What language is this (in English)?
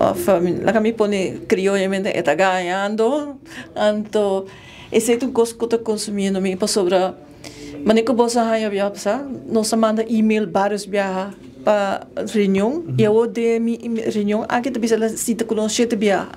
Papiamento